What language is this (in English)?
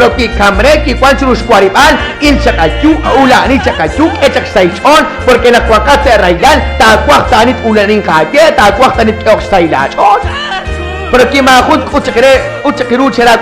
Kekchí